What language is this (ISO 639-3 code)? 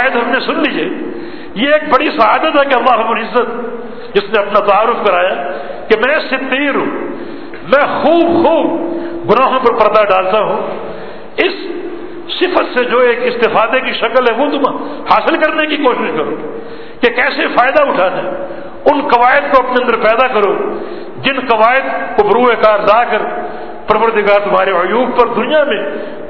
urd